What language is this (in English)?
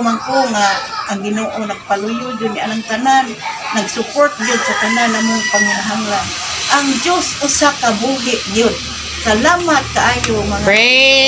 Cebuano